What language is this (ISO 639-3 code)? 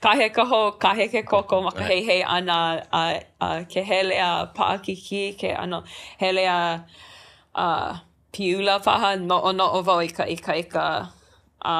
haw